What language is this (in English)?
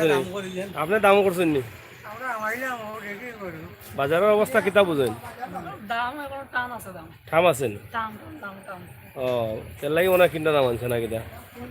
Sylheti